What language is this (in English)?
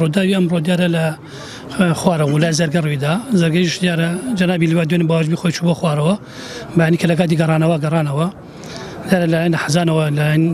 Central Kurdish